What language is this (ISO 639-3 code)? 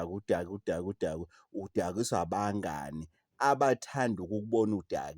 zul